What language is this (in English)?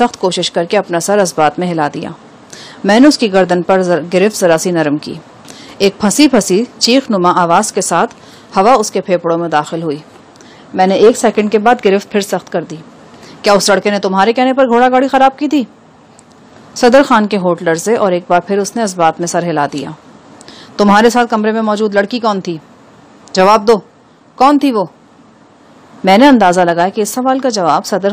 Urdu